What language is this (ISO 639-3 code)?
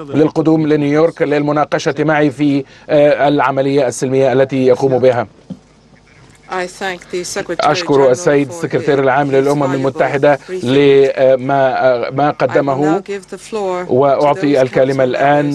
ara